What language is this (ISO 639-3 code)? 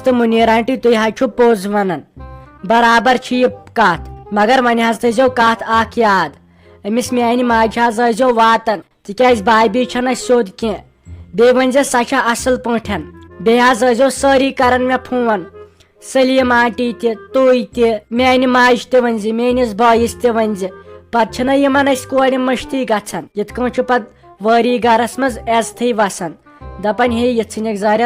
kas